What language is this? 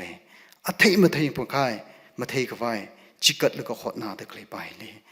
Tangkhul Naga (India)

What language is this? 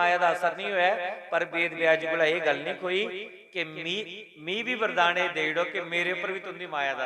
Dogri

